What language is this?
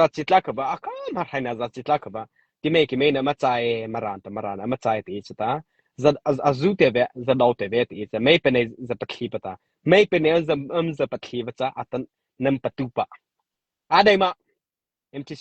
Mara Chin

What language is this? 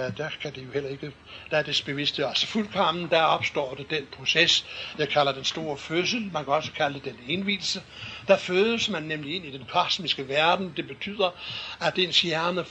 Danish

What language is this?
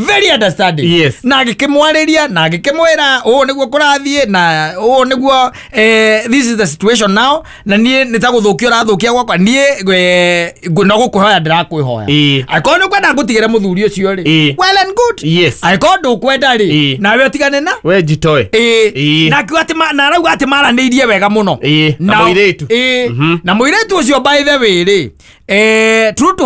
Kikuyu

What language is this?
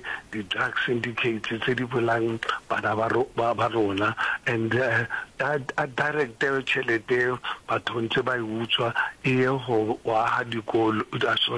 Northern Sotho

